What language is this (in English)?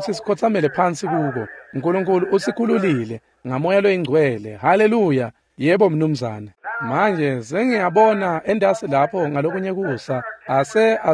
Swati